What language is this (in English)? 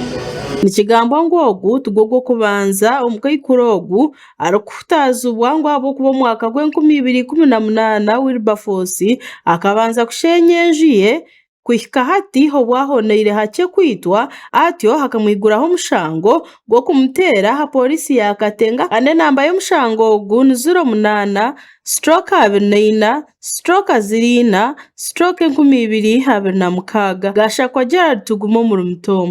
Nyankole